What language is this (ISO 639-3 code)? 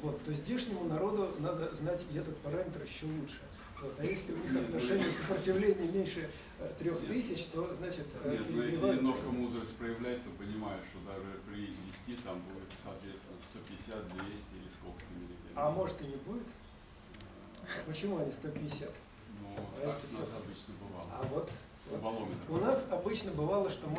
rus